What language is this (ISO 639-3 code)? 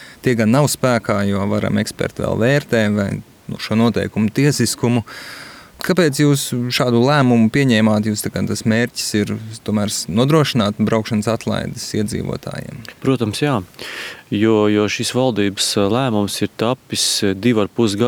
lav